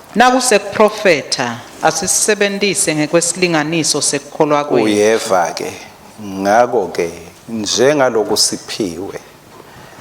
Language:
Swati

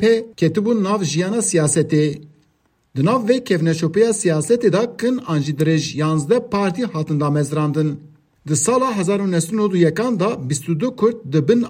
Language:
Kurdish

